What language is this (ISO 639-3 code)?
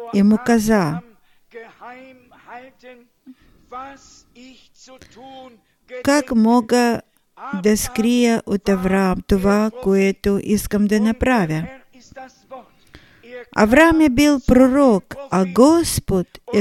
bul